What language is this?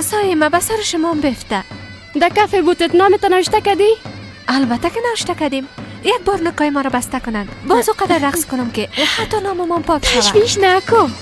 Persian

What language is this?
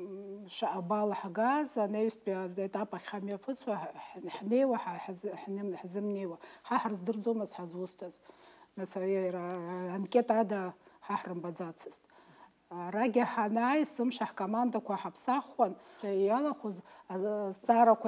Abkhazian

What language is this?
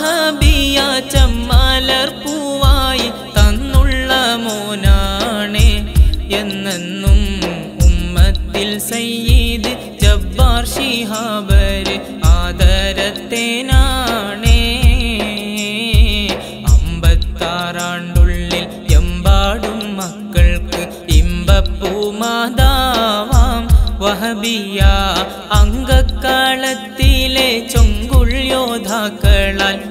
Malayalam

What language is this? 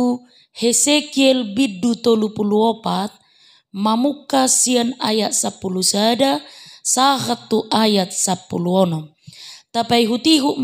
Batak Toba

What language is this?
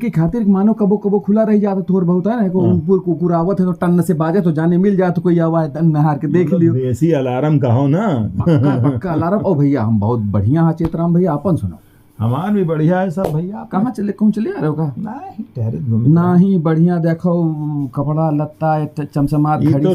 Awadhi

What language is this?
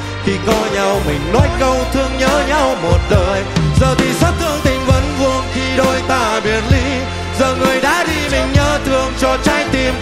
Vietnamese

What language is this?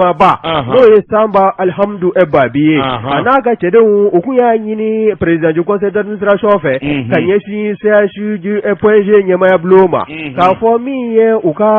Bambara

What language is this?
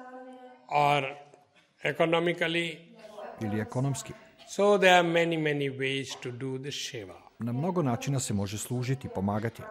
Serbian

